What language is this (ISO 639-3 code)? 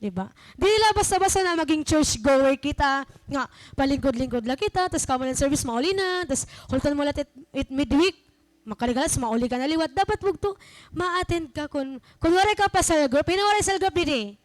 war